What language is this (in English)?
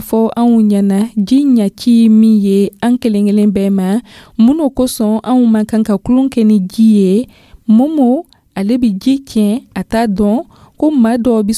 Dyula